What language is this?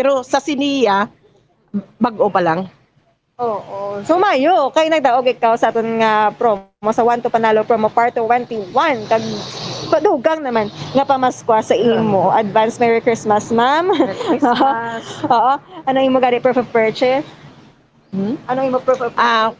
Hiligaynon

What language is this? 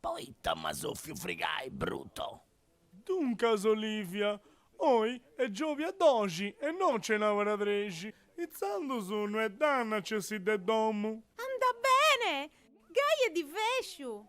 Sardinian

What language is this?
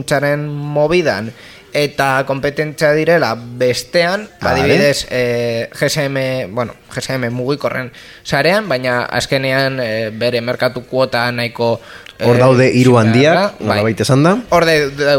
Basque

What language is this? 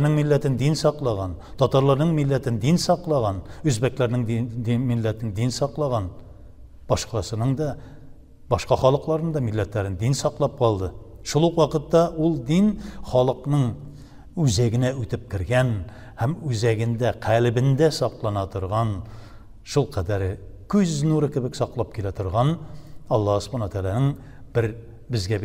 Tatar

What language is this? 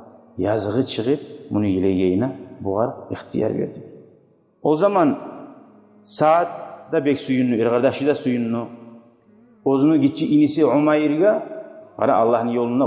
Kumyk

